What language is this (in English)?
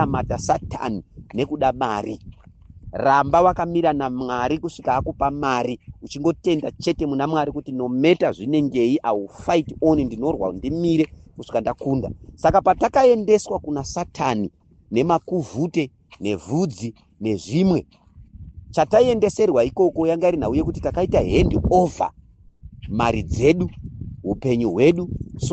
Shona